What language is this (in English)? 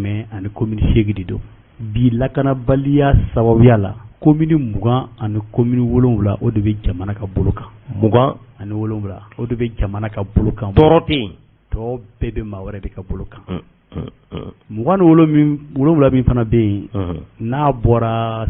Bambara